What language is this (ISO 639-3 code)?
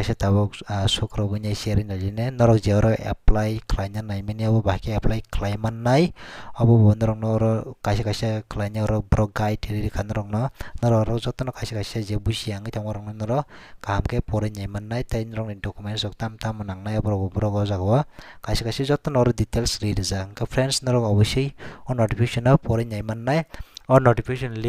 trp